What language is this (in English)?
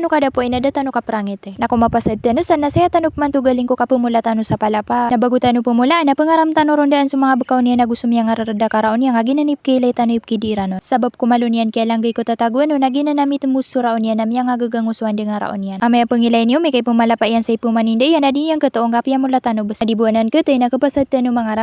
Maranao